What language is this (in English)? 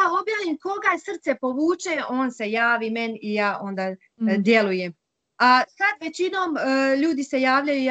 Bosnian